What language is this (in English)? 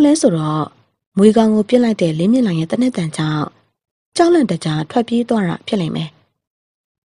Burmese